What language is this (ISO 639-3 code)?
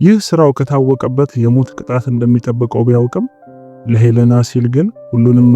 amh